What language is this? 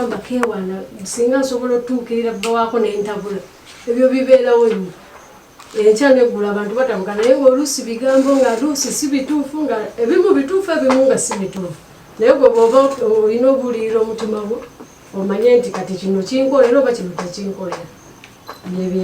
Ganda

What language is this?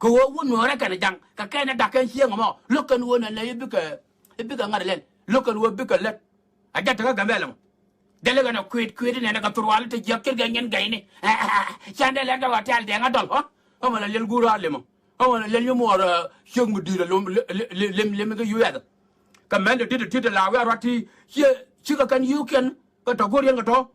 Nuer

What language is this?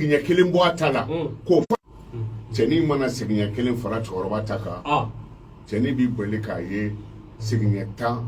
Bambara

